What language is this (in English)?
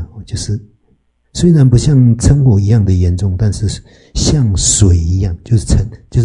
Chinese